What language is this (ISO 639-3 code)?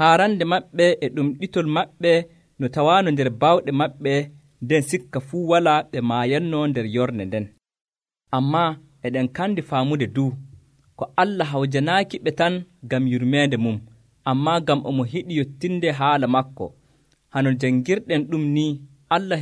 fuv